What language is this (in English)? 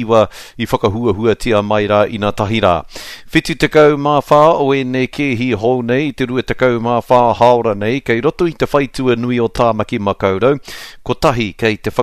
Māori